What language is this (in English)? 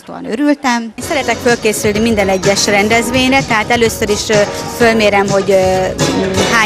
Hungarian